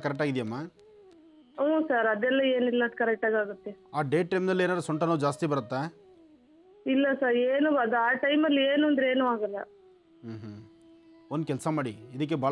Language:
Kannada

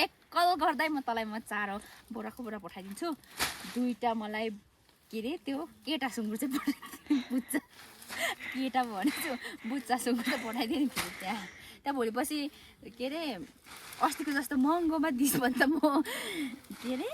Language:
Nepali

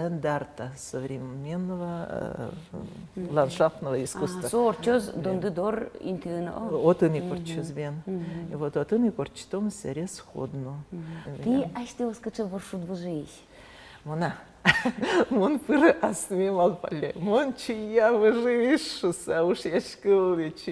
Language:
Udmurt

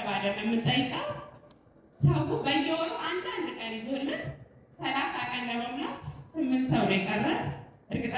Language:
Amharic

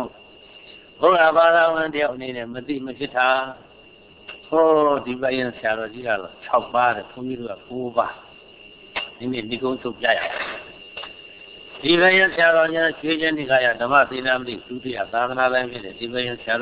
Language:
Burmese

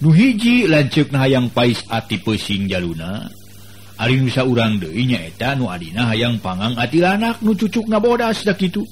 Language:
Sundanese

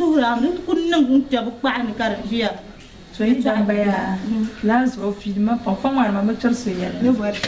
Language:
Dagbani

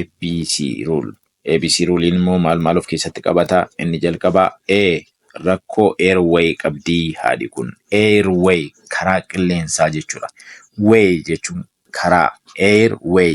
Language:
Oromo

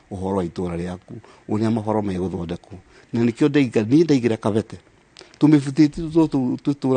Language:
Kikuyu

